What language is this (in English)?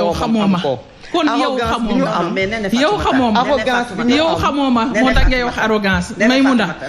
Wolof